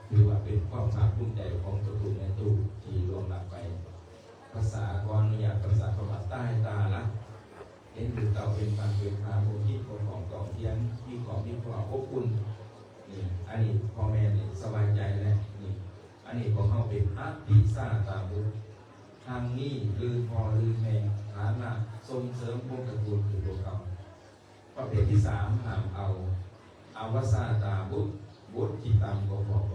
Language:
Lao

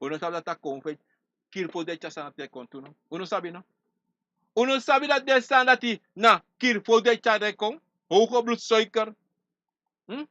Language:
Sranan Tongo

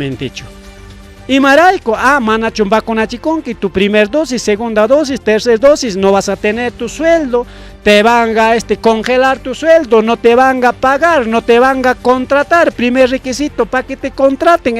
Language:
Ayacucho Quechua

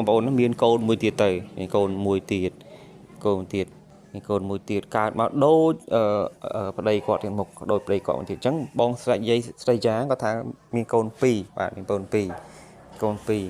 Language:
Khmer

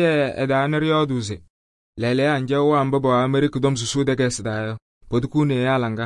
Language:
Kabiyè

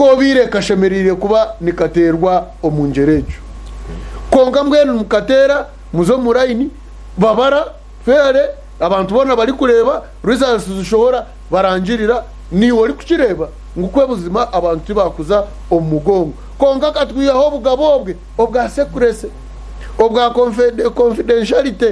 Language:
Nyankole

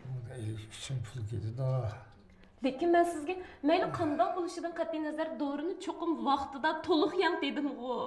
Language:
Uyghur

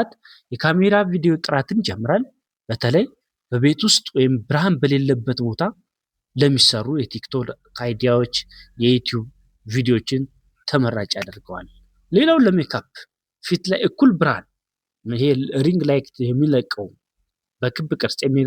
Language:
Amharic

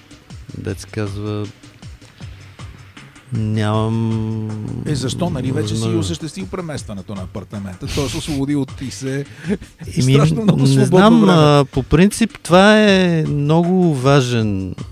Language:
Bulgarian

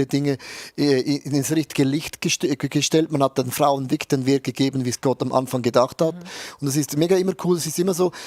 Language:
Swiss German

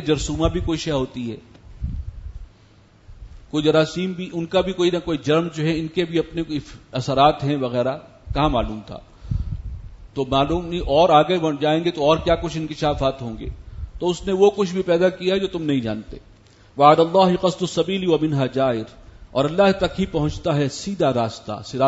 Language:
Urdu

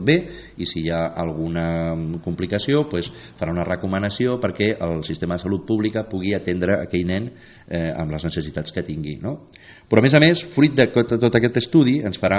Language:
Catalan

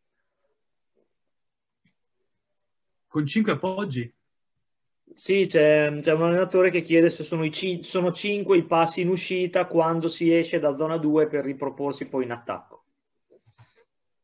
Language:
Italian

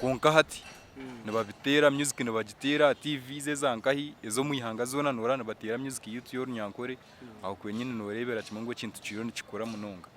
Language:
Nyankole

